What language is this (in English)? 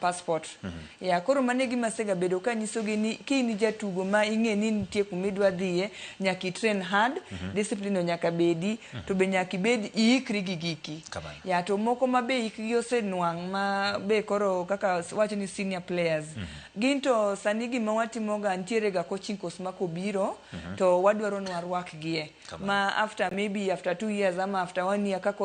Luo (Kenya and Tanzania)